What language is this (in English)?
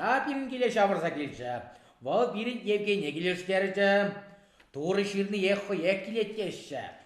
Chuvash